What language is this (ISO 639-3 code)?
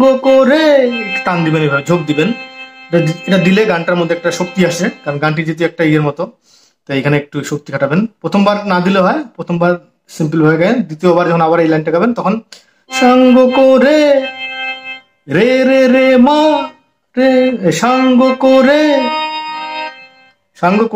ben